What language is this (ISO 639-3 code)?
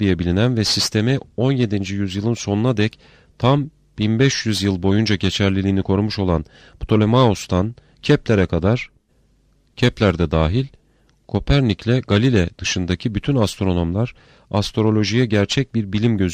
tur